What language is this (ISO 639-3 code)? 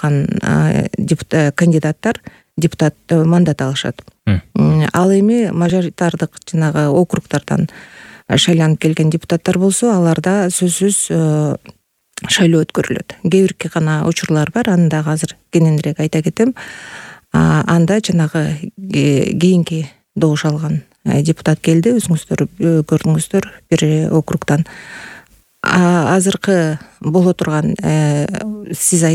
kir